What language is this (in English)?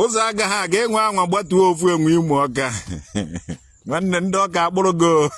Igbo